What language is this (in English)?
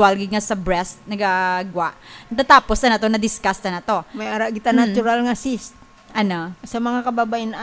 Hiligaynon